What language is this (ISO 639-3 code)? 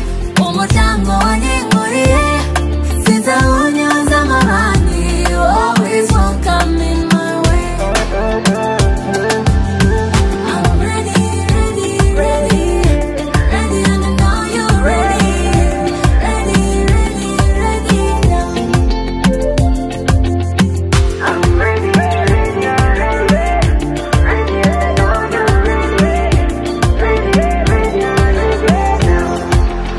kin